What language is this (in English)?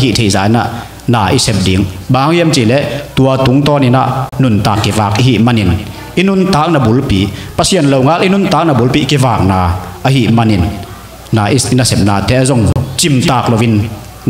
Tedim Chin